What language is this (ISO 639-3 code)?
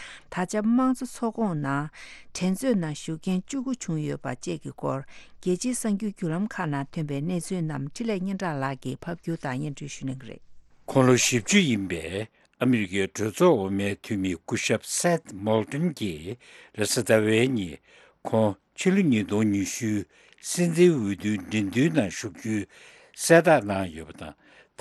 bod